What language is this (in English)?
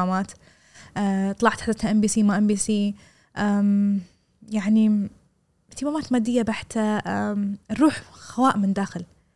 Gulf Arabic